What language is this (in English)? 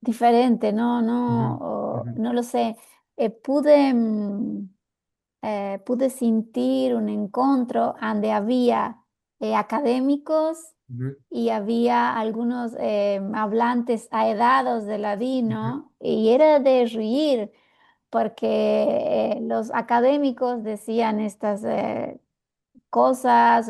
Ladino